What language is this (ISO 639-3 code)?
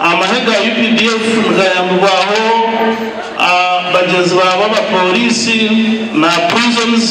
nyn